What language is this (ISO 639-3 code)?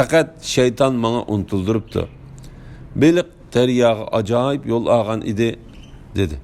uig